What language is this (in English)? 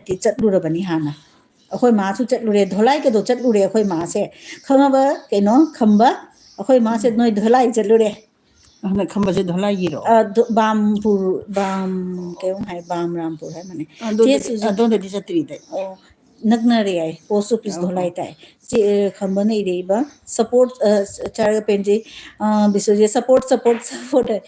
Manipuri